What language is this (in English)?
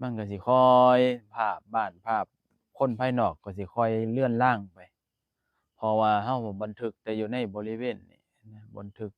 Northeastern Thai